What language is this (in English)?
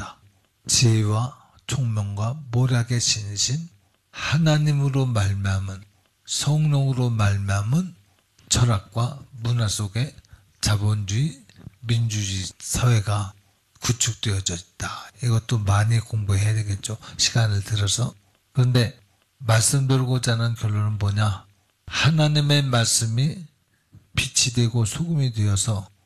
Korean